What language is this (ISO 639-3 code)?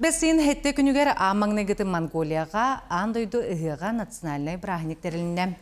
sah